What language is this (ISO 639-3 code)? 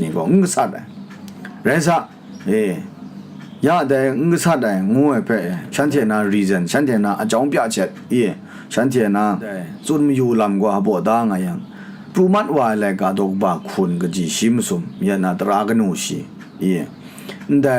kac